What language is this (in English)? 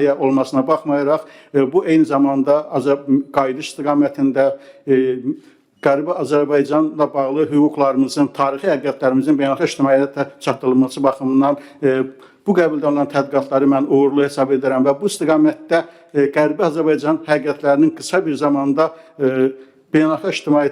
Azerbaijani